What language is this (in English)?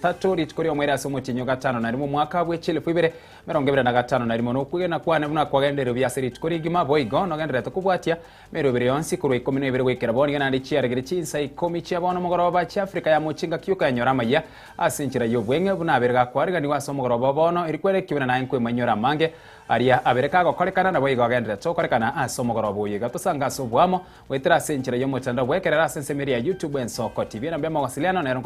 Gusii